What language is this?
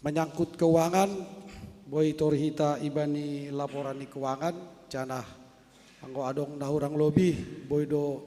Batak Simalungun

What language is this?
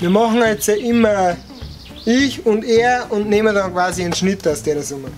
Bavarian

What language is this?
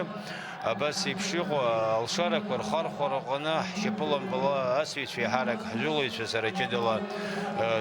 Abkhazian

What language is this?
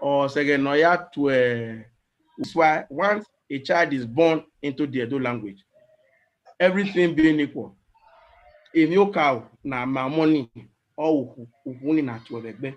Bini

